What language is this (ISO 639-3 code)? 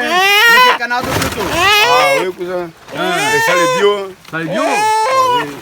rcf